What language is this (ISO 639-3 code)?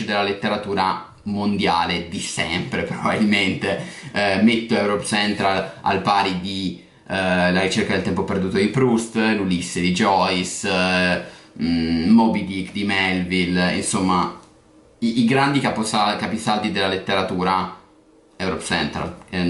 ita